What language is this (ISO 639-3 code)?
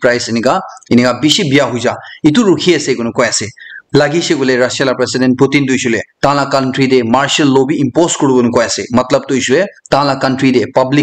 nag